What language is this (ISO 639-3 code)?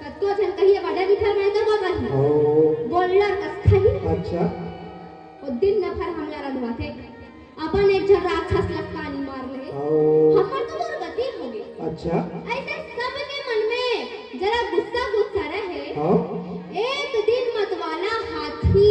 hne